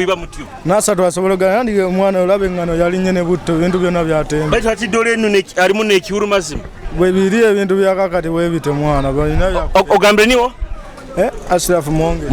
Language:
Nyoro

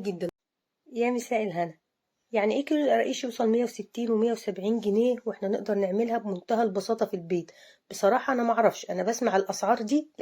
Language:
Egyptian Arabic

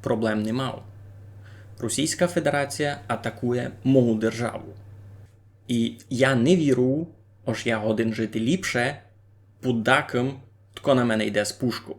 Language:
Rusyn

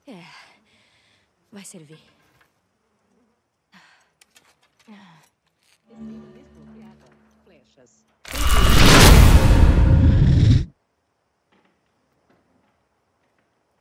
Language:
Portuguese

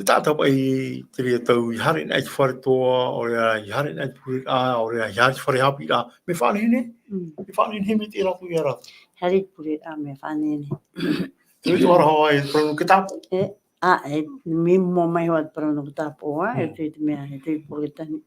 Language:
Tahitian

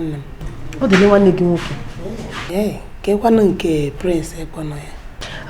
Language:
Igbo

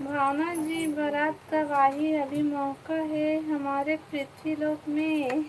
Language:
Chhattisgarhi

